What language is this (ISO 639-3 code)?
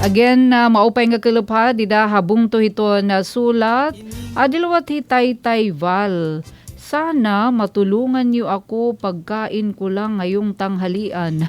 war